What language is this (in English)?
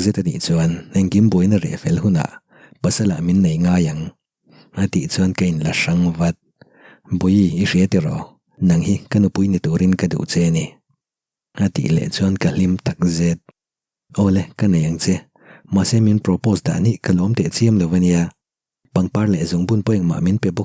Mizo